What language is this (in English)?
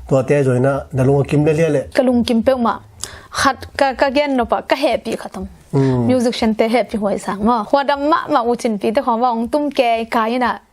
Tedim Chin